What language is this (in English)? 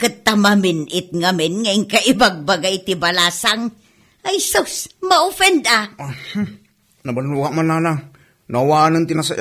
Iloko